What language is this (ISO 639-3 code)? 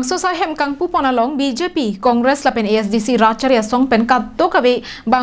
mjw